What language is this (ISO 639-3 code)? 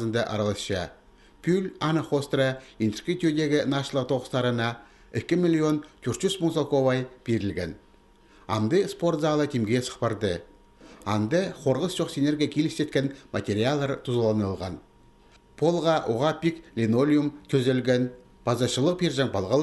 kjh